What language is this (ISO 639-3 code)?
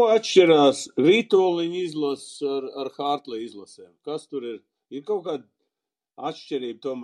lav